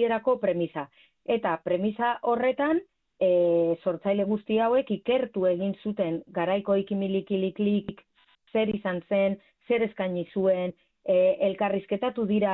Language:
Basque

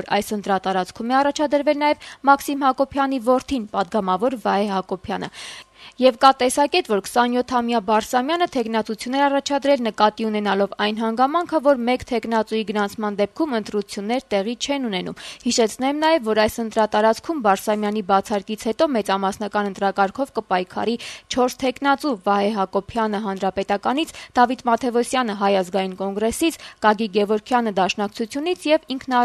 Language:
Armenian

